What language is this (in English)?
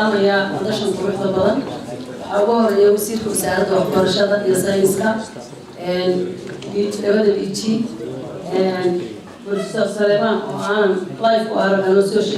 Somali